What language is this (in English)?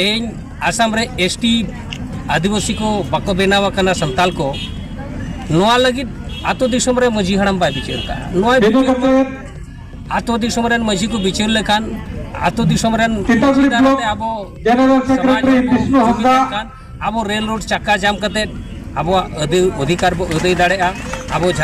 Santali